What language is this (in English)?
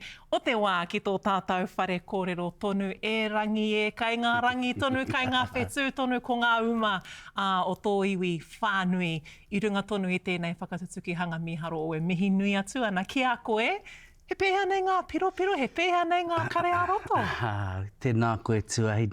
Māori